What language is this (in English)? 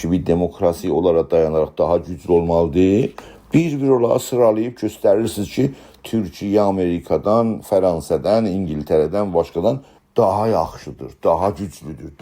South Azerbaijani